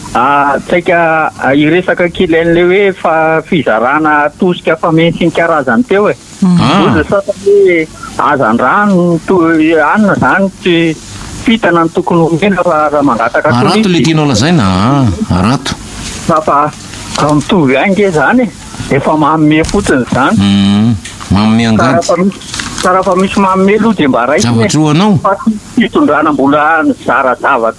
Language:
Malagasy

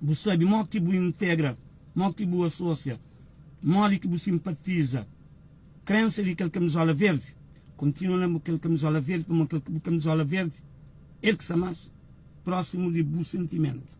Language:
Kabuverdianu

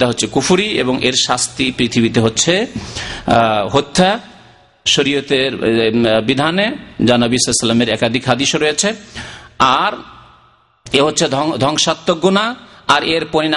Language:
Bangla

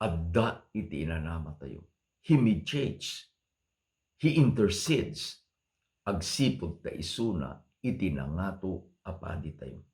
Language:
Iloko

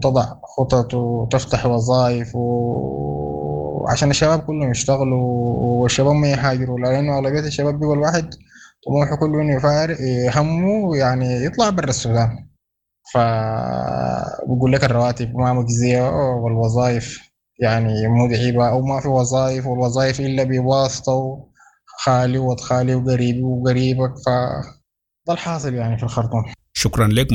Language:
Sudanese Arabic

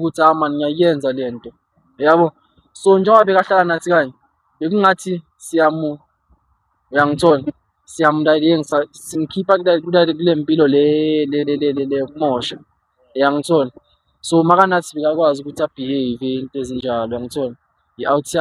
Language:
Zulu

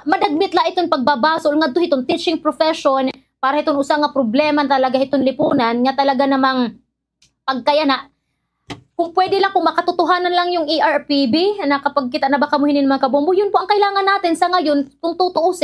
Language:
Waray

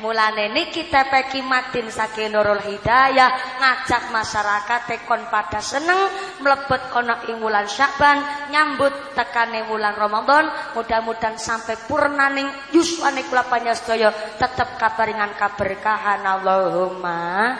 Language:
Javanese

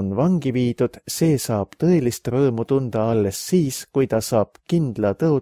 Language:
Estonian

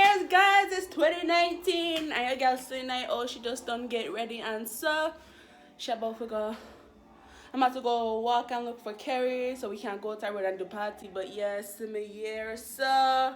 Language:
Jamaican Creole English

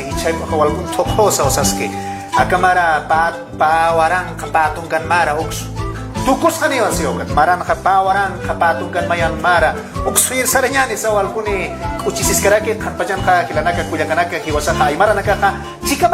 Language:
Aymara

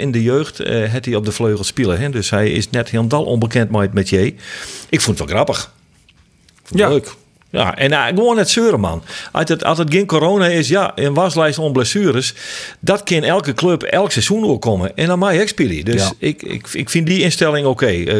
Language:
Western Frisian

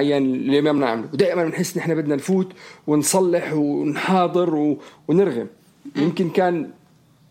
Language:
North Levantine Arabic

